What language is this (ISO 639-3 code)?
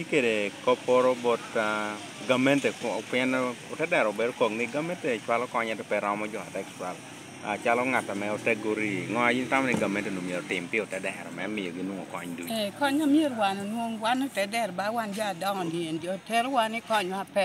laj